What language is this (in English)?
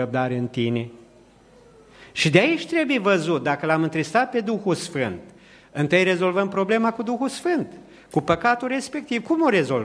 Romanian